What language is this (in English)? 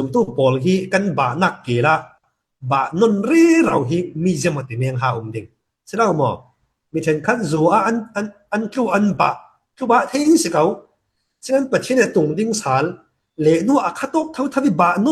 Falam Chin